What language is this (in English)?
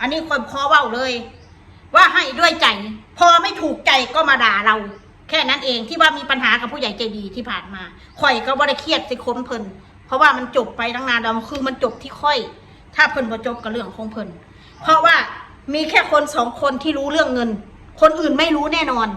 Northeastern Thai